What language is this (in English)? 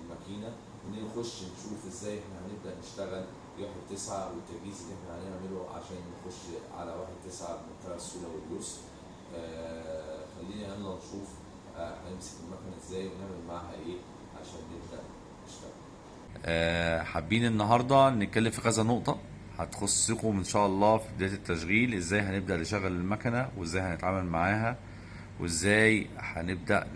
Egyptian Arabic